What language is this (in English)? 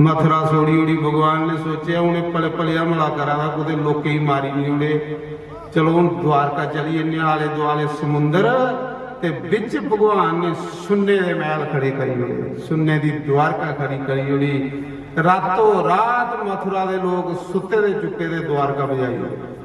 Dogri